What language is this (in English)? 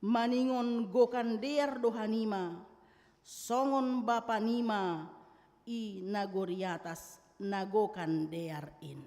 Batak Simalungun